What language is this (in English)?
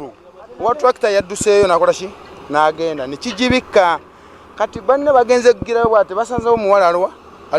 Ganda